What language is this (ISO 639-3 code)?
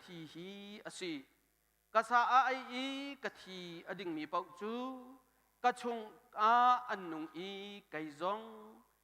cnh